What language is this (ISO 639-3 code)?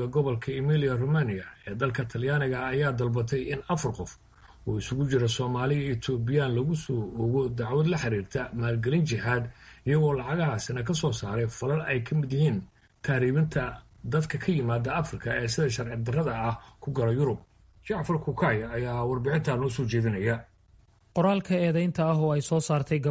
som